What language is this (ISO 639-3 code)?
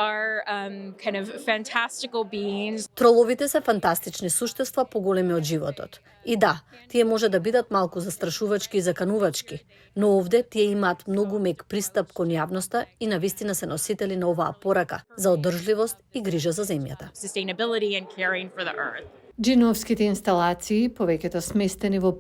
mkd